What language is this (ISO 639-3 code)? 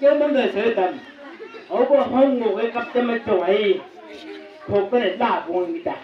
nbc